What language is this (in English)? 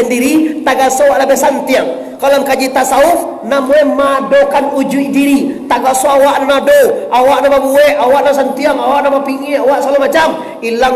Minangkabau